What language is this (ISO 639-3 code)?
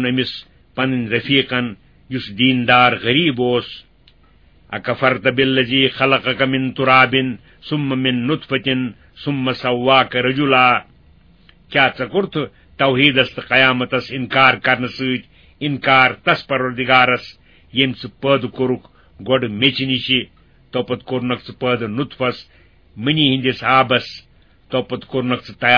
kas